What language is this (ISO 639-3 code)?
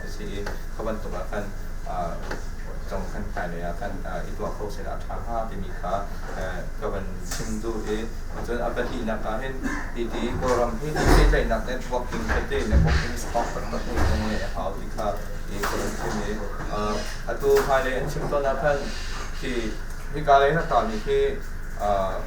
cnh